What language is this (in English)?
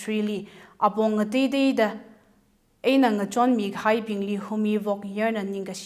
Tangkhul Naga (India)